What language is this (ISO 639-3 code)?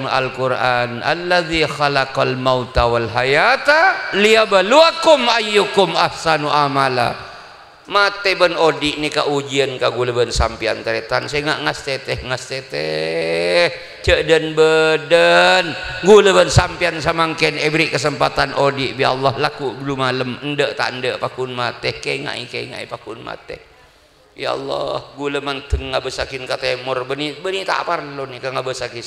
mad